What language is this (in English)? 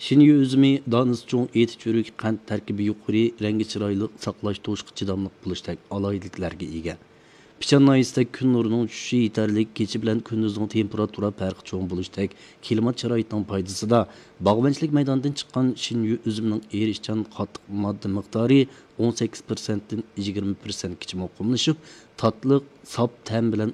Uyghur